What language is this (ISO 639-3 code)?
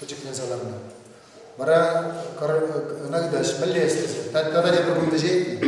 chv